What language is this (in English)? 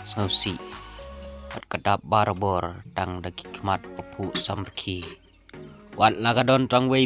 Khasi